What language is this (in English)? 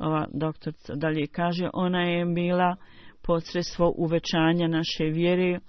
Bosnian